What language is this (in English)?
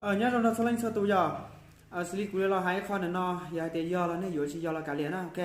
Hmong